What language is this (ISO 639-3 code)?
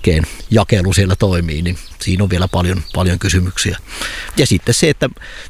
fin